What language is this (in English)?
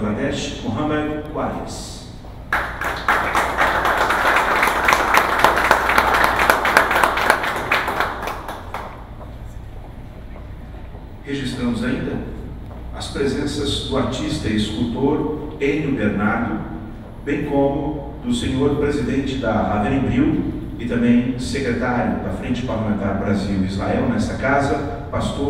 Portuguese